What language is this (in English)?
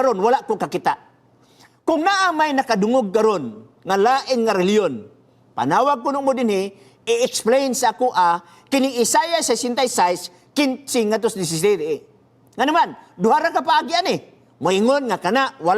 Cebuano